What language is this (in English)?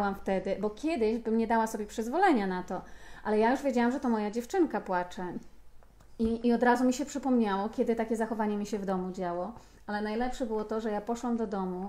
Polish